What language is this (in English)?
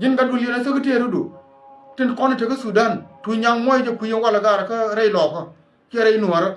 Nuer